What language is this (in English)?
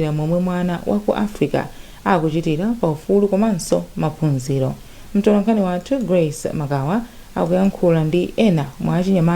Nyanja